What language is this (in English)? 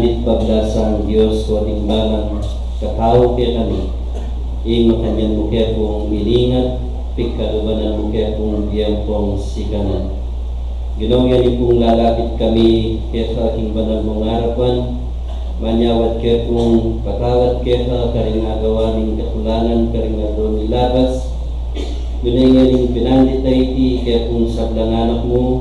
Pampanga